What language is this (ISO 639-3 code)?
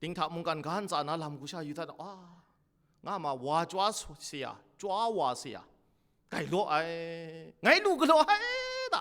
kac